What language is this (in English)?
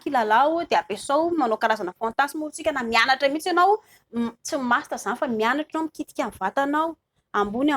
Malagasy